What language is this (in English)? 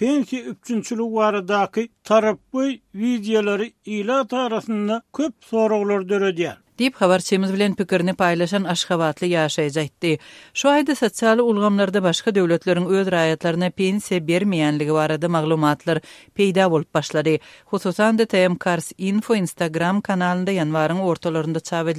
Turkmen